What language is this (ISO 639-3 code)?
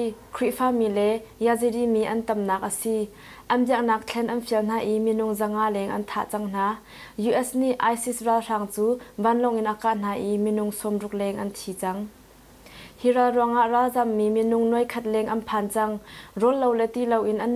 cnh